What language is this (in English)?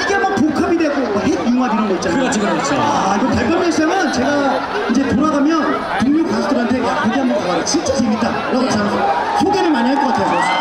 Korean